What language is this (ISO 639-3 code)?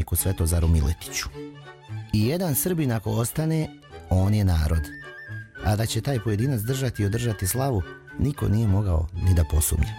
srp